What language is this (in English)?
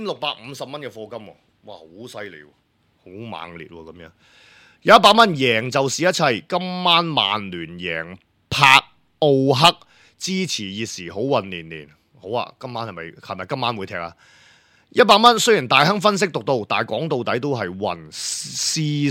Cantonese